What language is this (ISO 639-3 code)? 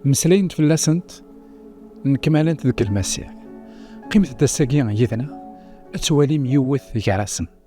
kab